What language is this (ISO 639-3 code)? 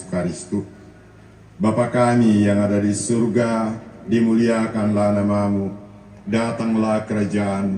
sda